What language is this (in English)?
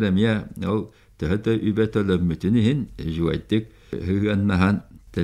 Yakut